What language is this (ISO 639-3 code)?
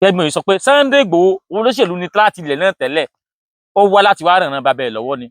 yor